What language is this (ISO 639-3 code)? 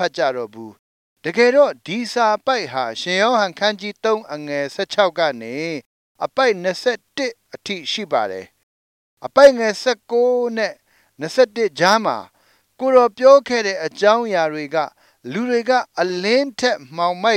mya